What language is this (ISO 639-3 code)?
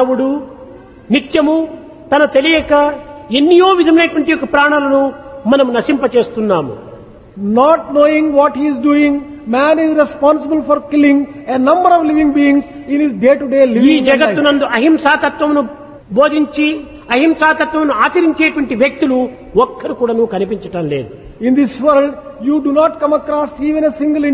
tel